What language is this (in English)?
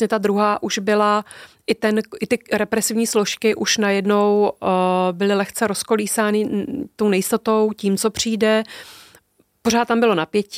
Czech